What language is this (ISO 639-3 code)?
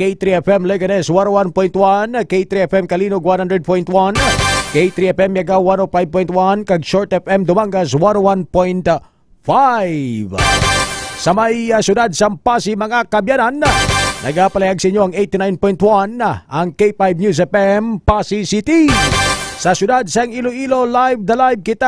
hil